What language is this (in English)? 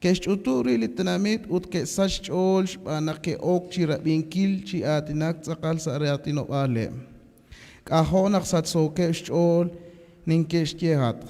Kekchí